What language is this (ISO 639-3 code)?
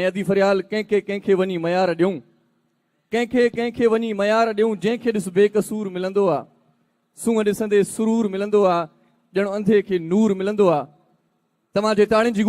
snd